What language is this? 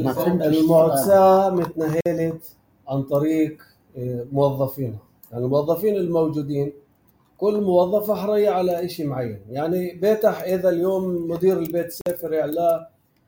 North Levantine Arabic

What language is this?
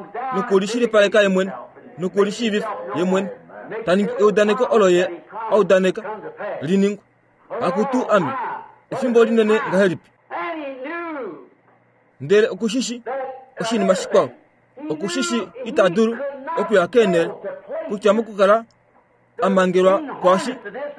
Kuanyama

